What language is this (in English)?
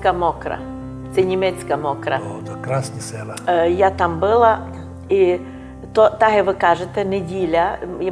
Rusyn